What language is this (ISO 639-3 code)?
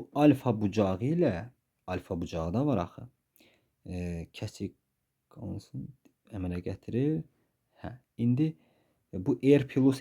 aze